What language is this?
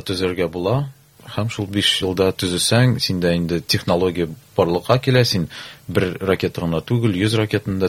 Tatar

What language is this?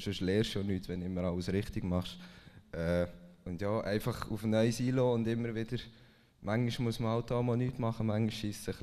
Swiss German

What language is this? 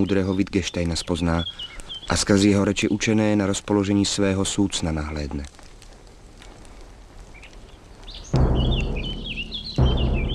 Slovak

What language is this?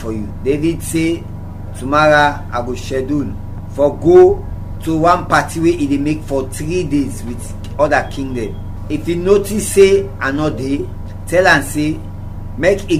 Krio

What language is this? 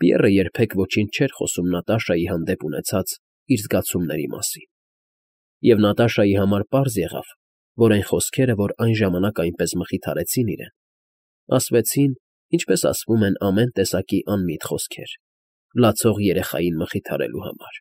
Armenian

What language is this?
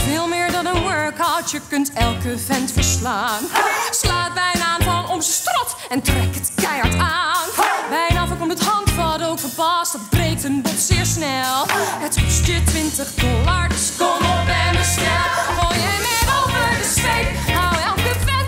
Dutch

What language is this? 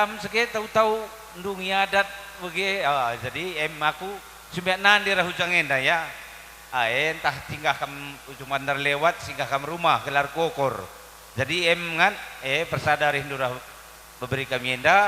Batak Karo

